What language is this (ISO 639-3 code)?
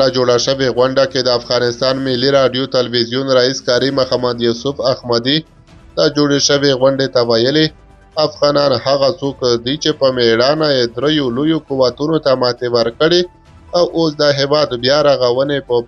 pus